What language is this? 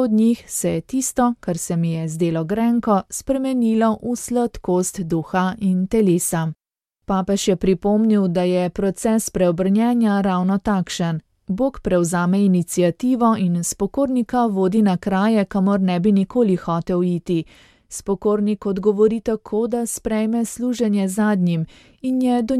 Slovenian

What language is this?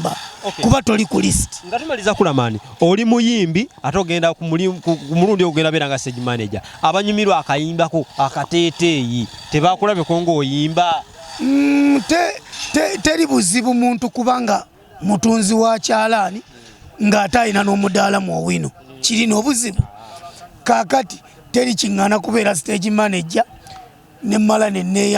Ganda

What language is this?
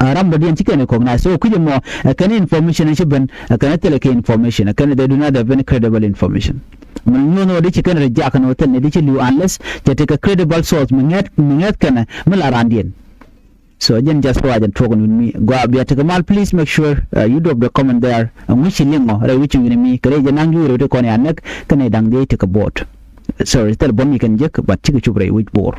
Nuer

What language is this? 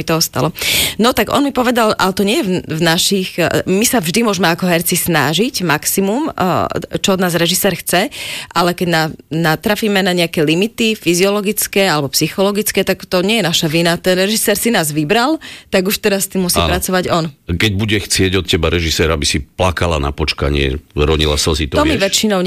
Slovak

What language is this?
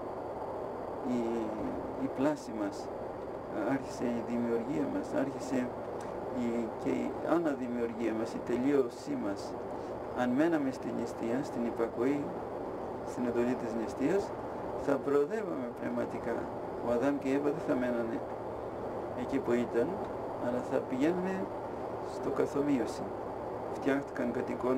Greek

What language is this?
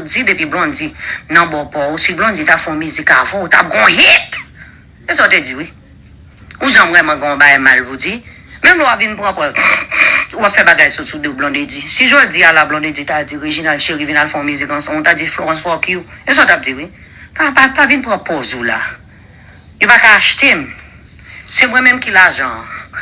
Haitian Creole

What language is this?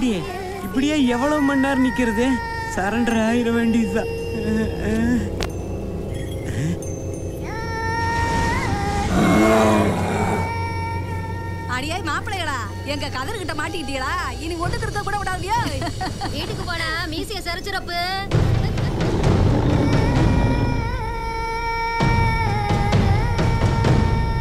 Tamil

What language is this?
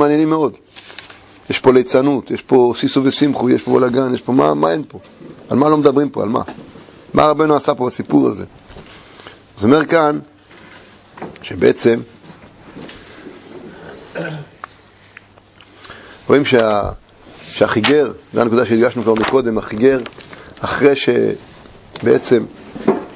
Hebrew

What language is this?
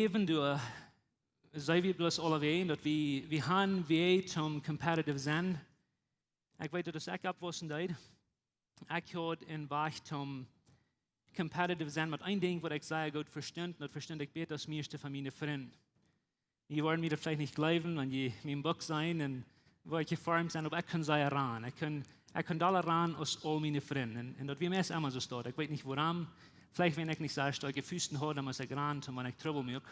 Plautdietsch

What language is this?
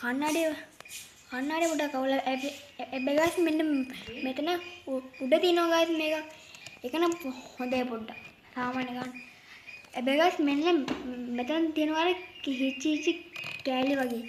Sinhala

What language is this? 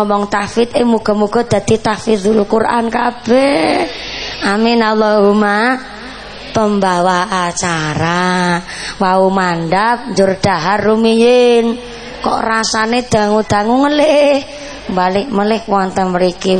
Javanese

